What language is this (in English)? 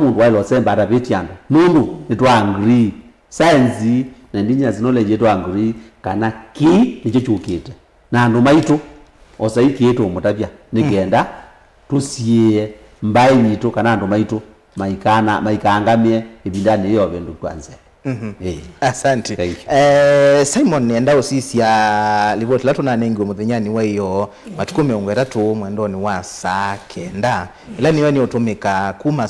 Kamba